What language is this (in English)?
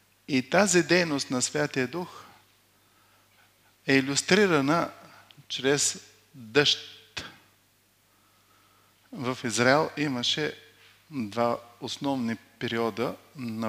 Bulgarian